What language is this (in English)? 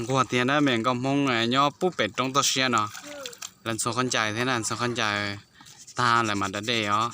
Hmong